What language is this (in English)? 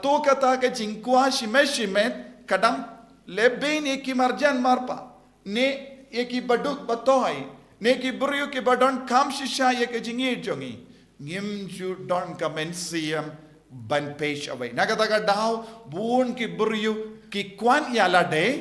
Khasi